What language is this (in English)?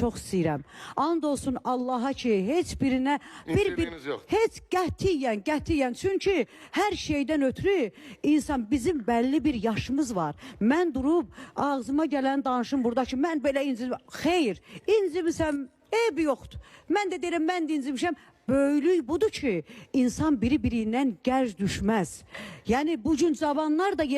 Azerbaijani